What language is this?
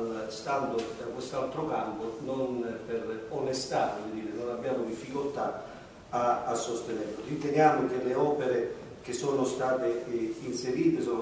Italian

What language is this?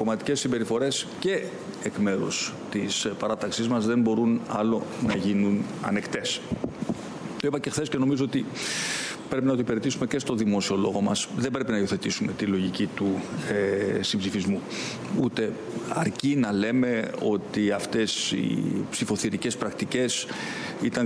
Greek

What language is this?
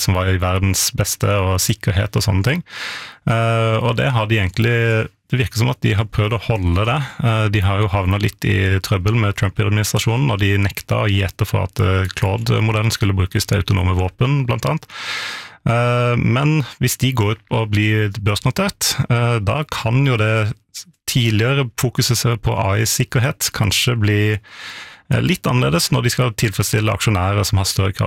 Norwegian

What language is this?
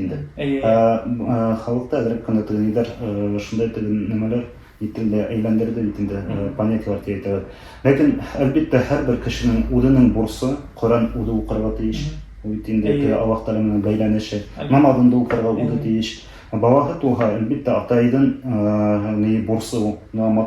Bashkir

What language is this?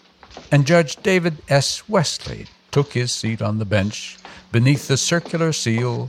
English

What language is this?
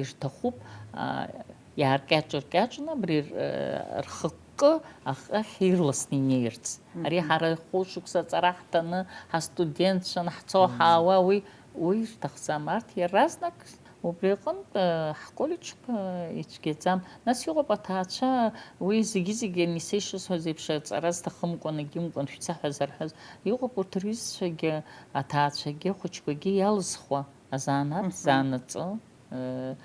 Abkhazian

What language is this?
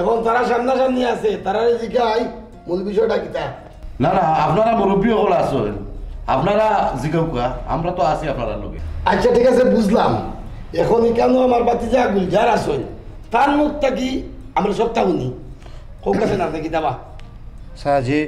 Sylheti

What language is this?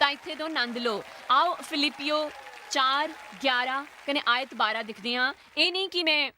Dogri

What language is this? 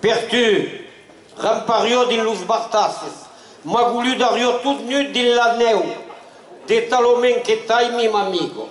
Occitan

